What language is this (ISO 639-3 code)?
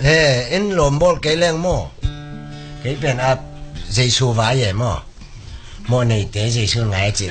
ctd